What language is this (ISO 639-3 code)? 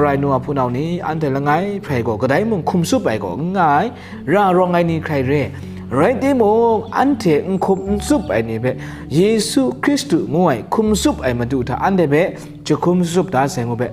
kac